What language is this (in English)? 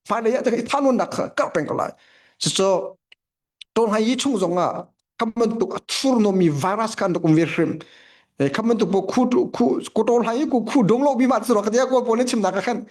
Hakha Chin